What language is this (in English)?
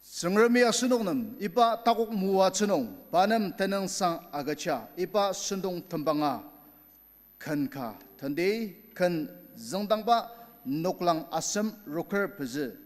Ao Naga